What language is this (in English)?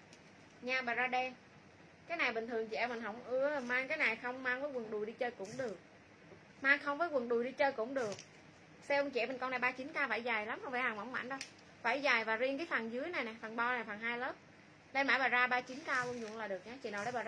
Vietnamese